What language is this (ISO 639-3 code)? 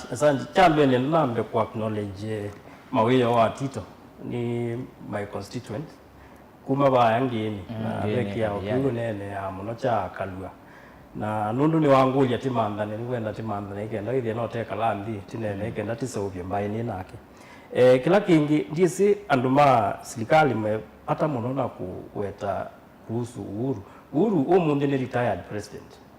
kam